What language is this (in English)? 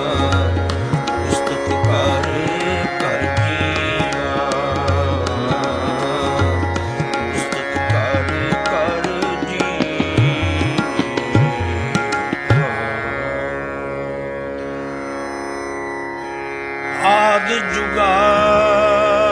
Punjabi